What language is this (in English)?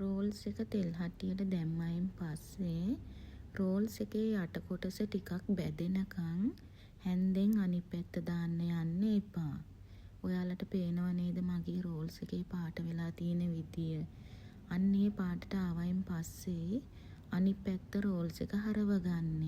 Sinhala